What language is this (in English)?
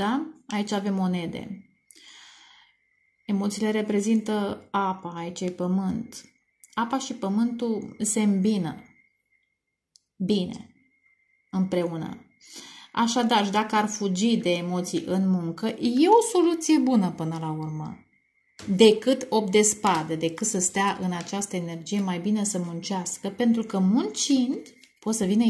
Romanian